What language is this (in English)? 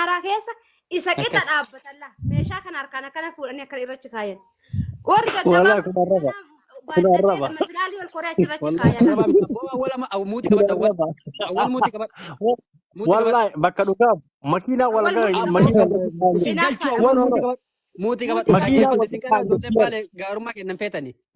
Oromo